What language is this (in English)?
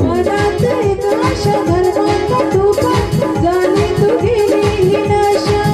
Konkani